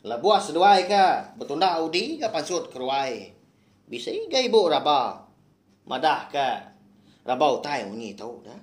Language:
Iban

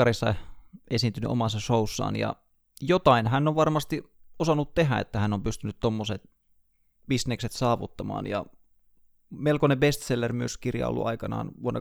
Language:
Finnish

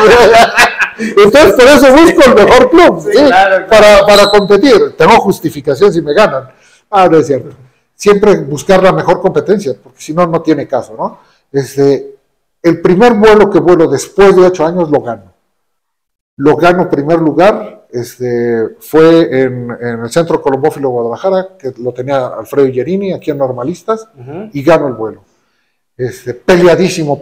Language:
Spanish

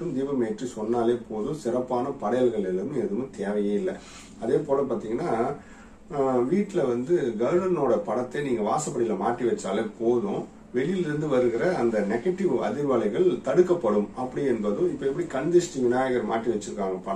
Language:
Tamil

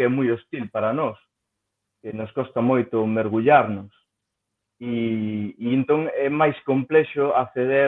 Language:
Galician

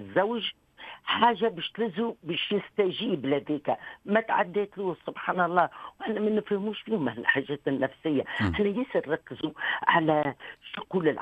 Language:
Tunisian Arabic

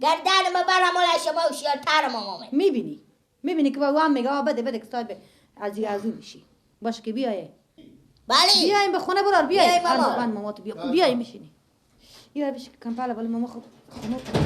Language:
Persian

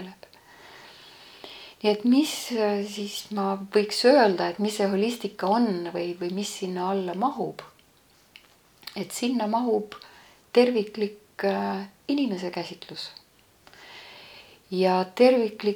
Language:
Estonian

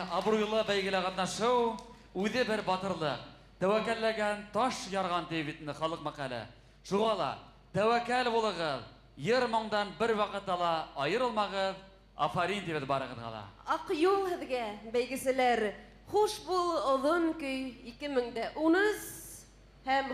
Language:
Bashkir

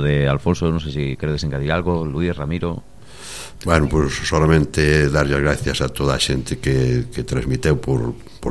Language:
Galician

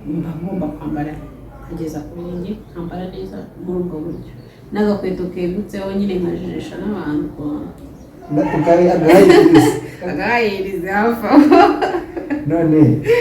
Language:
Kinyarwanda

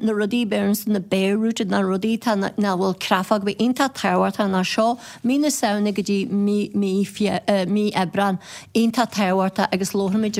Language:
Irish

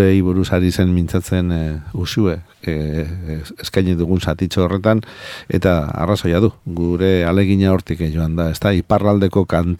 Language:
Basque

